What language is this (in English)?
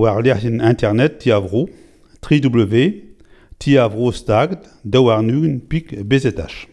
Breton